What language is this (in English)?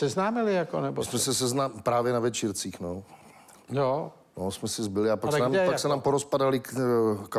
Czech